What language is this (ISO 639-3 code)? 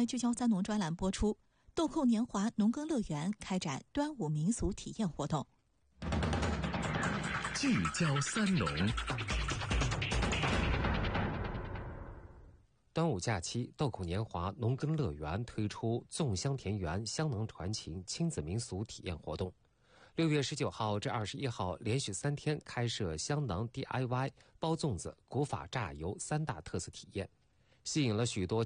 zho